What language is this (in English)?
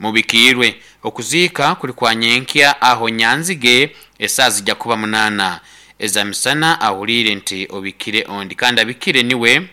Nyankole